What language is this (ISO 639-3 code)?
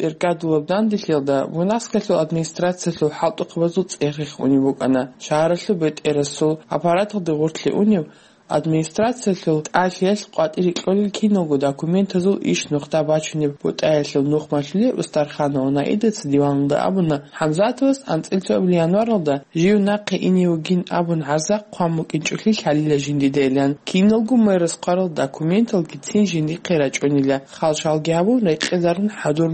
ava